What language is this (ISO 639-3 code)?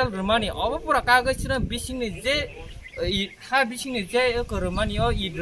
trp